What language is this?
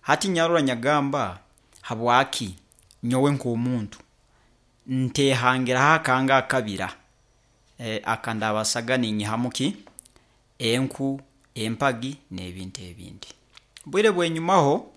Nyoro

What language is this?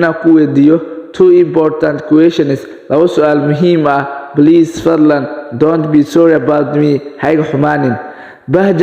Somali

